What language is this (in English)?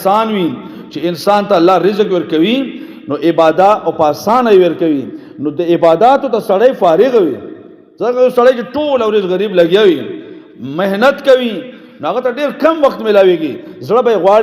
Pashto